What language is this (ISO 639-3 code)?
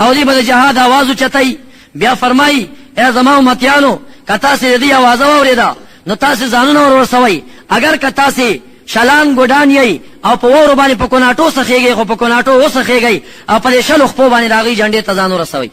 pus